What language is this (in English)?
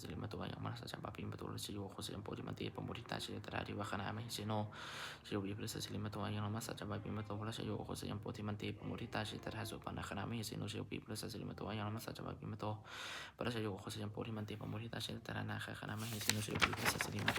Pali